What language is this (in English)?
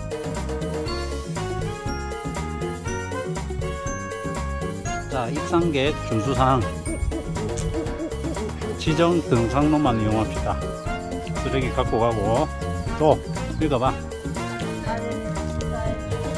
Korean